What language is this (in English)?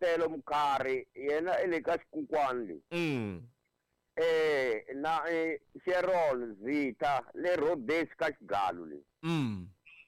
Tsonga